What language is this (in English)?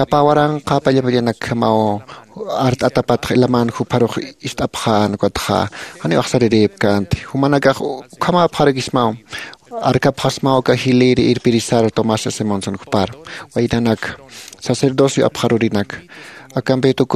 Aymara